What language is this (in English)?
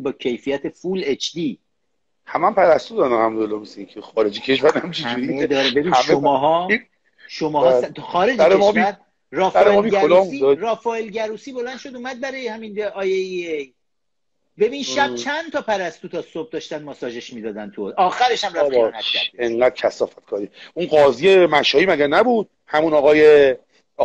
Persian